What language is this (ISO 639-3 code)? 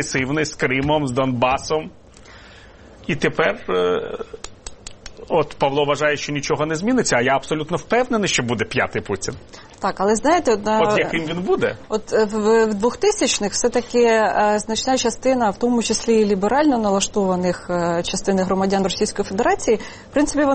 ukr